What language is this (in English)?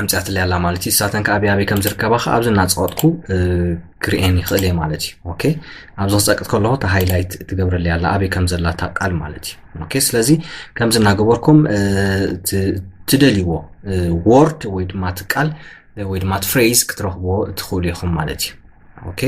Tigrinya